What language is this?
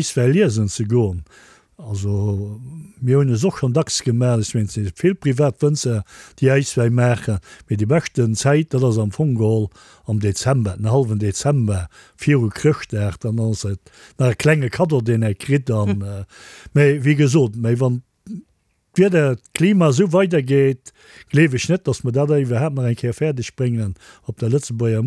Luxembourgish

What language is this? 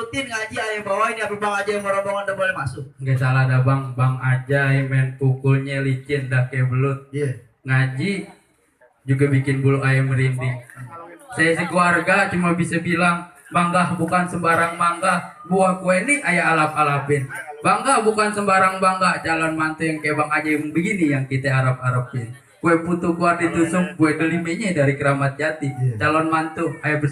Betawi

